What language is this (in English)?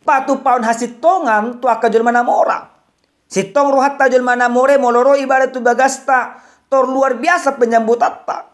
Batak Toba